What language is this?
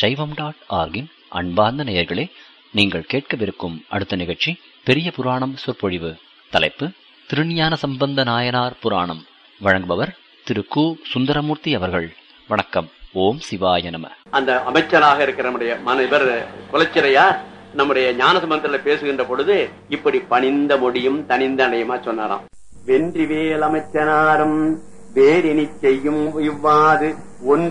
Tamil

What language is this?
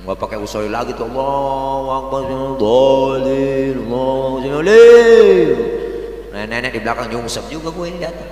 Betawi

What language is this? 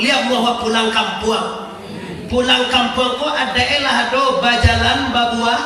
Minangkabau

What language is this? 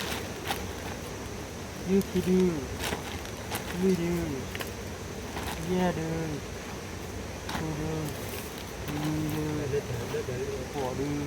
S'gaw Karen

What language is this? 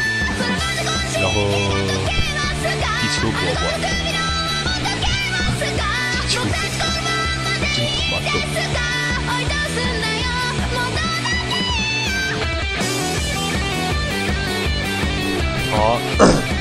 Chinese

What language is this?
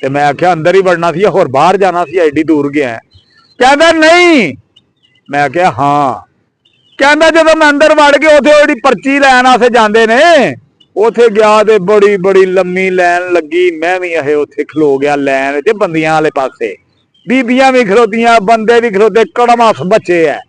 Western Panjabi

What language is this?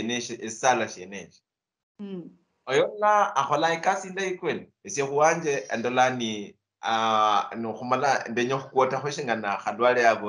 Luyia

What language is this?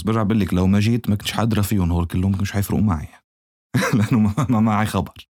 North Levantine Arabic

